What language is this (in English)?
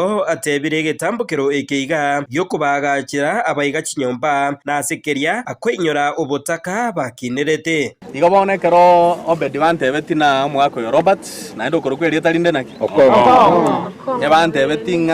Gusii